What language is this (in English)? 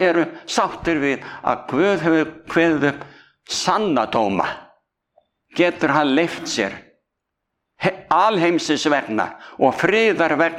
Icelandic